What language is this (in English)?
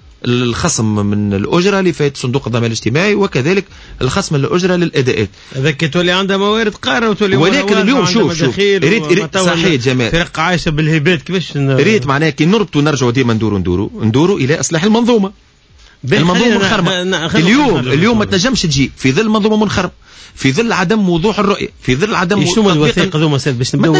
Tunisian Arabic